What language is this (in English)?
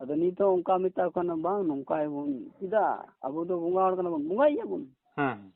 Santali